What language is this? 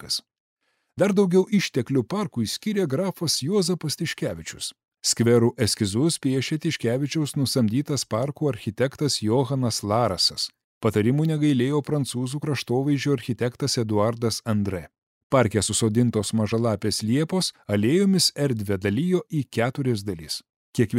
Lithuanian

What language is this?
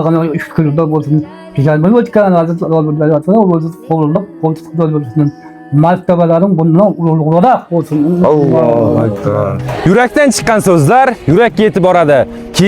Uzbek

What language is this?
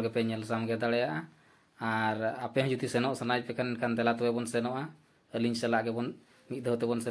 Santali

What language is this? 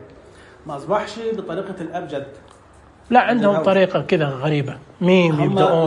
Najdi Arabic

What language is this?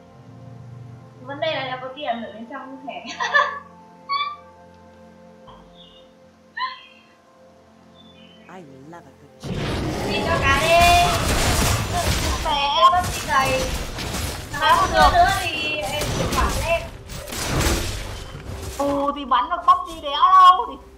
Vietnamese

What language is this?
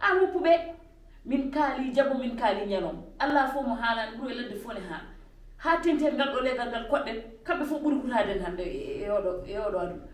Fula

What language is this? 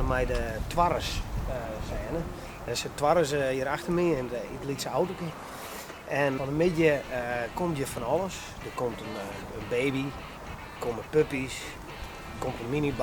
Western Frisian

